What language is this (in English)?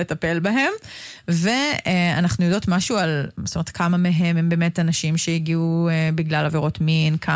Hebrew